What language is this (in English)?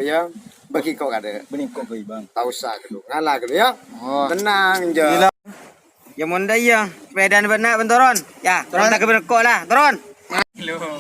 Madurese